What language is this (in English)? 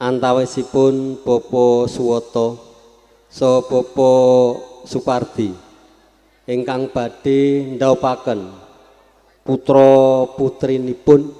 Javanese